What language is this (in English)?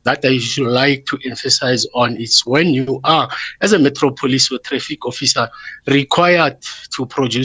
English